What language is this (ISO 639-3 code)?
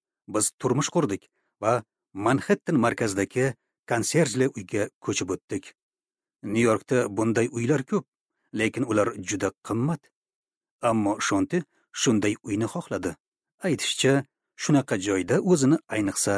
uzb